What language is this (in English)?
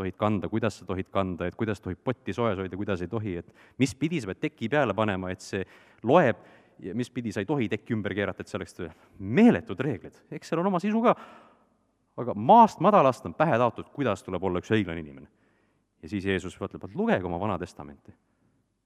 Estonian